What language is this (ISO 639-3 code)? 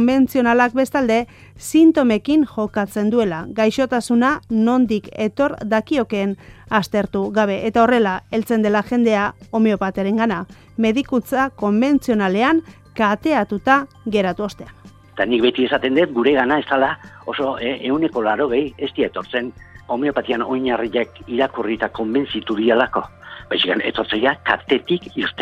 eus